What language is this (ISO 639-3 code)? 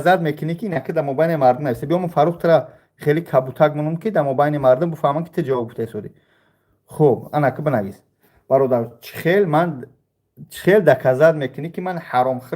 tgk